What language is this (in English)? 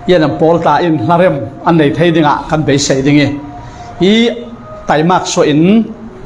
Falam Chin